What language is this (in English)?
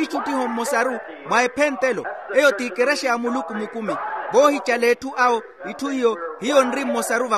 Makhuwa